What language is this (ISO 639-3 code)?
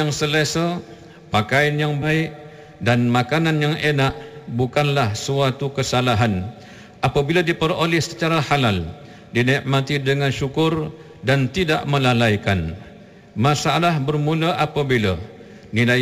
msa